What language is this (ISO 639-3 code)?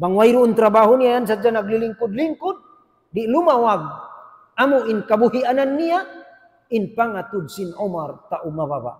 tsg